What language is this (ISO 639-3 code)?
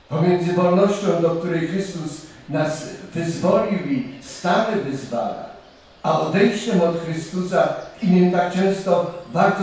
pol